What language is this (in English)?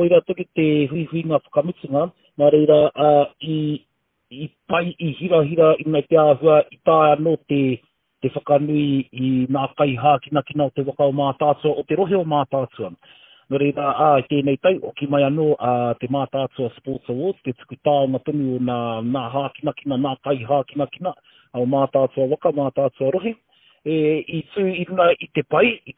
Māori